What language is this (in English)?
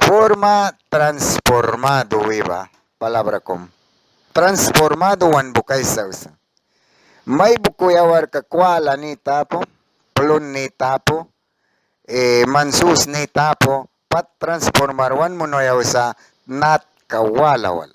Mískito